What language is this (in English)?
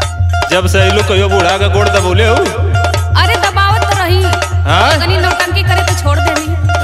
Bhojpuri